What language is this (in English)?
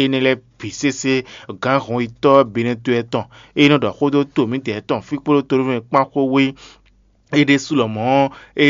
Fon